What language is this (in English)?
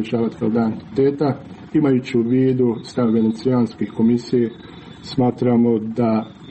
Serbian